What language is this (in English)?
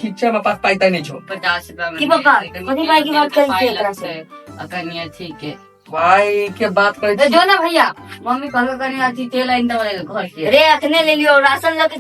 Maithili